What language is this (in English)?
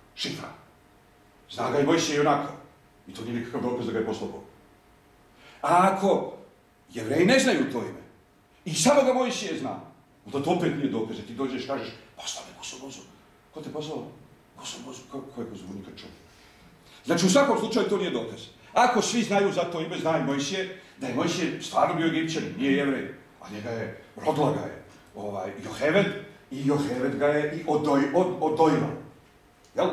Bosnian